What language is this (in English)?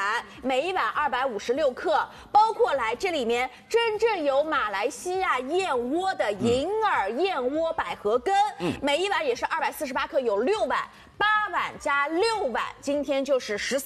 Chinese